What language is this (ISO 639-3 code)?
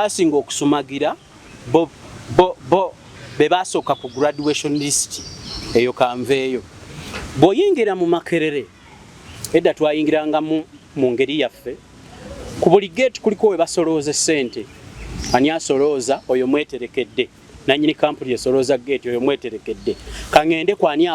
lug